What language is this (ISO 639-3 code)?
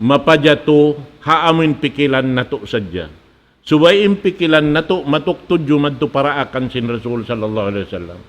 tsg